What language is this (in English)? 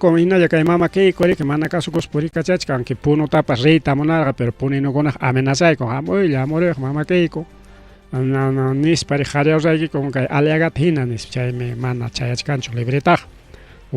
Ayacucho Quechua